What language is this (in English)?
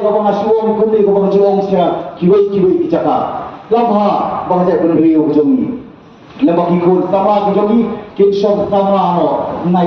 Khasi